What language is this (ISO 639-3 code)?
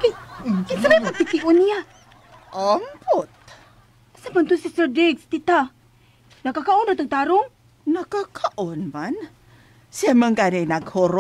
ceb